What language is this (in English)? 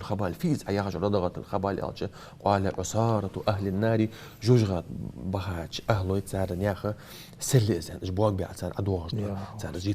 Ingush